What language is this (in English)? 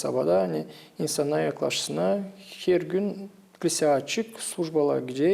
Gagauz